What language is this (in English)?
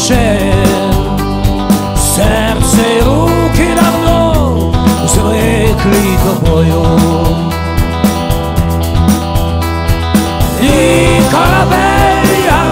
Ukrainian